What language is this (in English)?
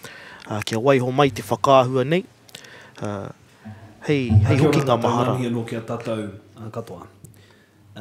Māori